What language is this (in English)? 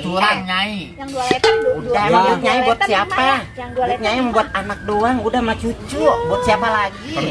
Betawi